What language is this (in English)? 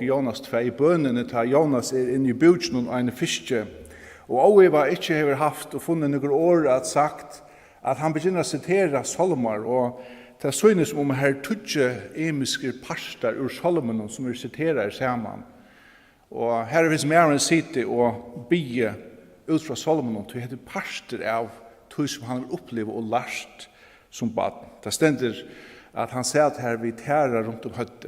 Faroese